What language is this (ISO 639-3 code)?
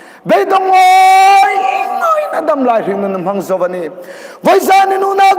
hmr